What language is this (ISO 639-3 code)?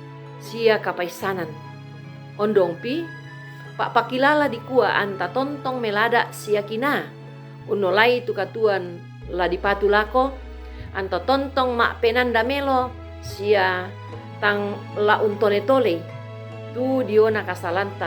sda